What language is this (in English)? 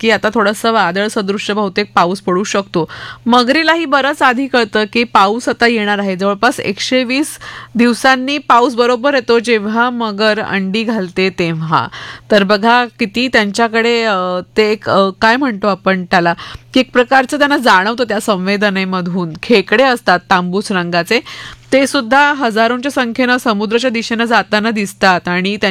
Marathi